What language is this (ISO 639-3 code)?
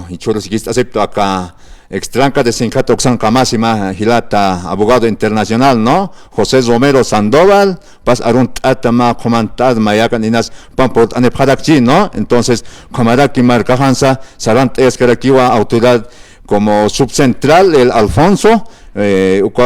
aym